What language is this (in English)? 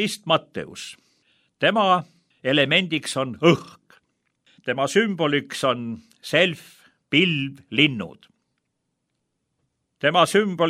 Estonian